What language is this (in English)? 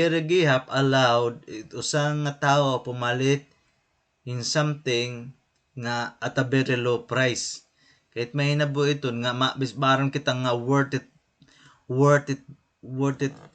Waray